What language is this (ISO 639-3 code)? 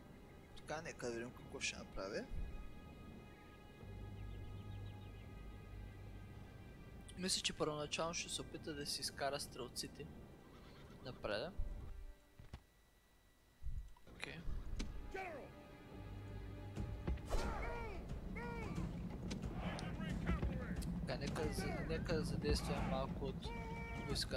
bul